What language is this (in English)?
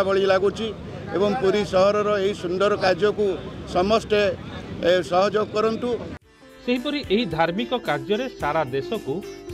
Odia